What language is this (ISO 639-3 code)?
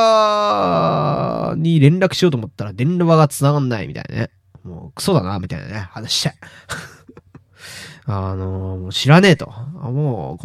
jpn